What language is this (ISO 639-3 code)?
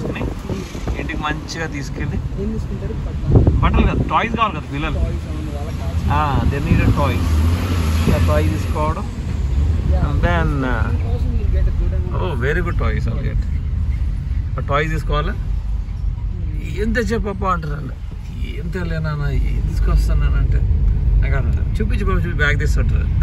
tel